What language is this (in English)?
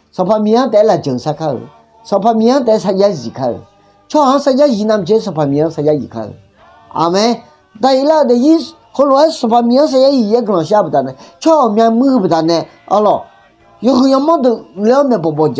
Akha